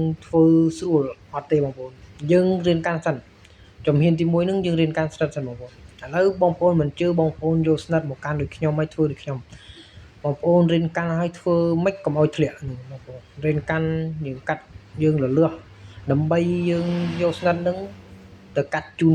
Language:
Khmer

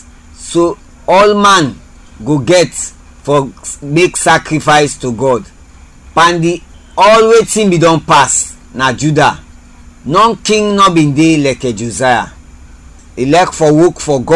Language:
Krio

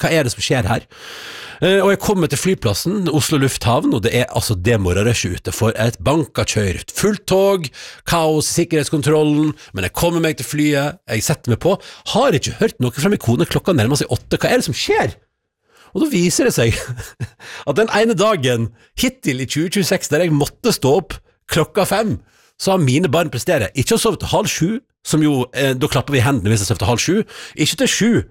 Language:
Norwegian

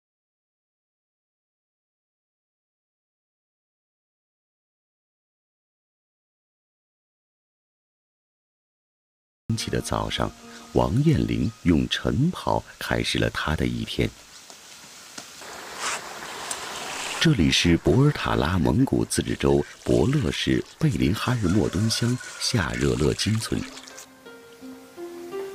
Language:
Chinese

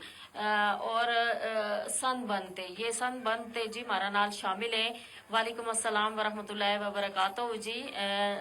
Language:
Gujari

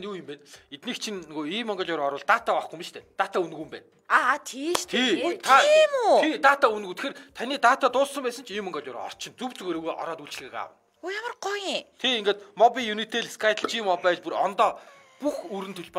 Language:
Mongolian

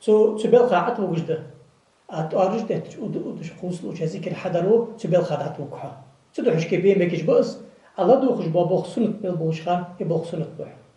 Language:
Ingush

